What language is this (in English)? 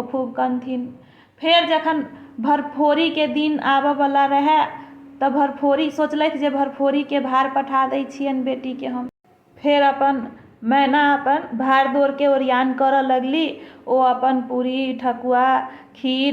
Maithili